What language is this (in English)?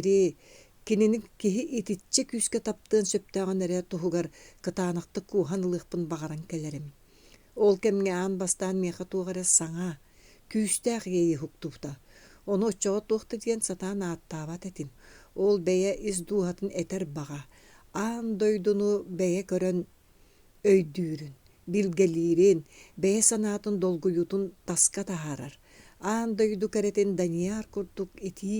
Yakut